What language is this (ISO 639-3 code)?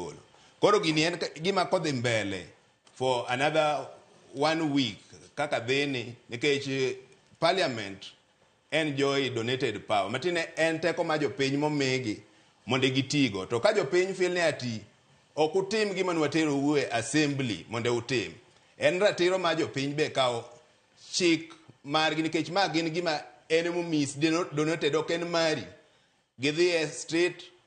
luo